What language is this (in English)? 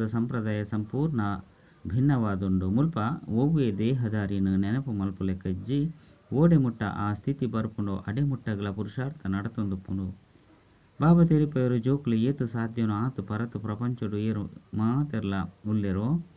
Tulu